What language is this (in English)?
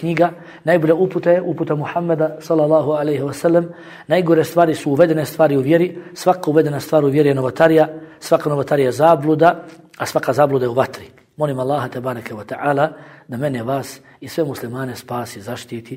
Bosnian